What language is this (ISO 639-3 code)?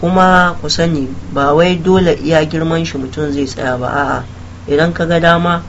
hau